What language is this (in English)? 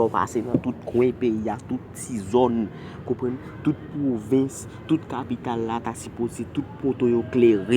Haitian Creole